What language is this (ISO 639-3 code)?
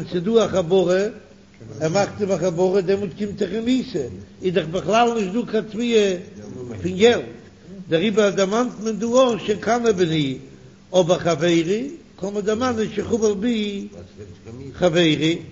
yid